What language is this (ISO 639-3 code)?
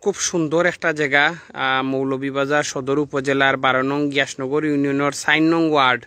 syl